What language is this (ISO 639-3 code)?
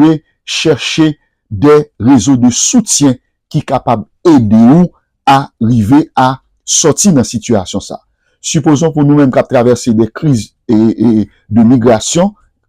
hat